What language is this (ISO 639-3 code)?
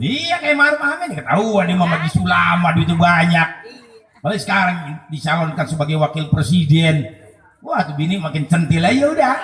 bew